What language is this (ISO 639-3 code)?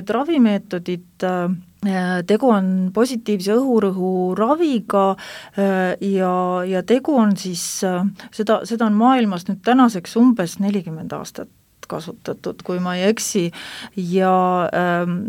est